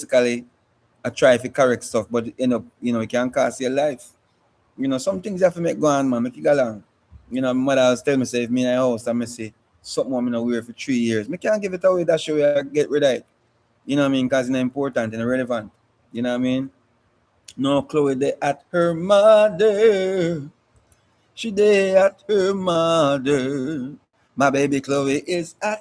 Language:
Jamaican Creole English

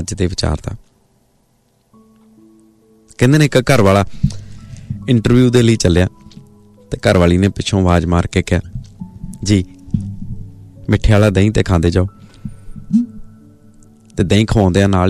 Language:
Punjabi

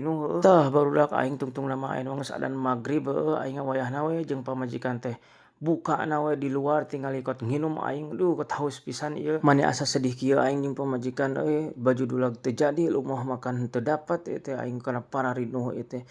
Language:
Sundanese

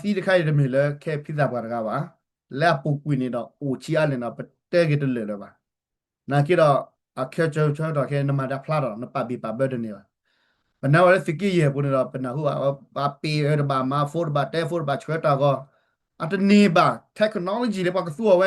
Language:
S'gaw Karen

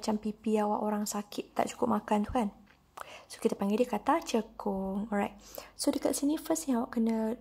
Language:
Malay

